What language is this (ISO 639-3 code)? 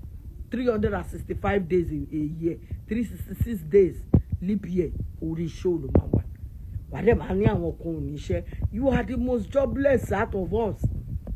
yor